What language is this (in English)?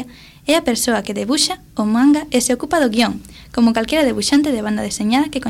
Galician